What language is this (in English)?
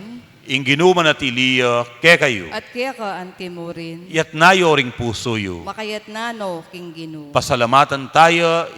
Pampanga